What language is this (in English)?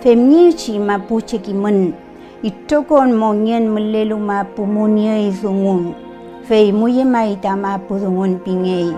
Mapuche